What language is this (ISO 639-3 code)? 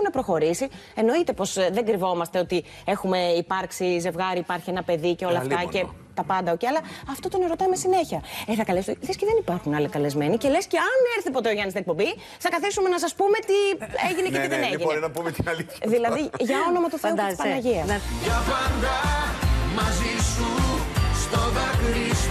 ell